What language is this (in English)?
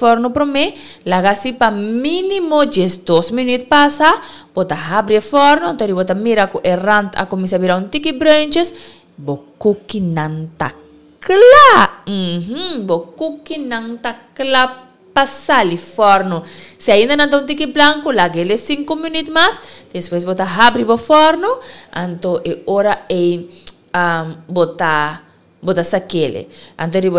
Papiamento